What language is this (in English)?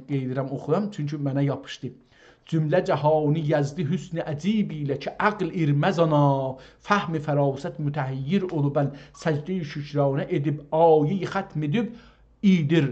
South Azerbaijani